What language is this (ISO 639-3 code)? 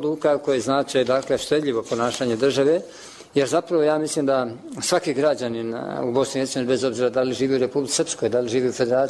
bos